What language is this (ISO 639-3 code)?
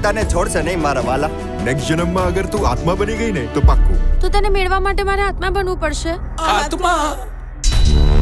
guj